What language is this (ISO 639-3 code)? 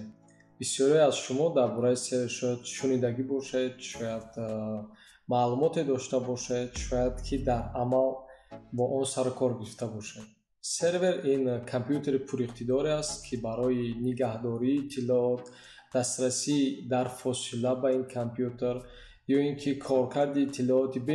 tgk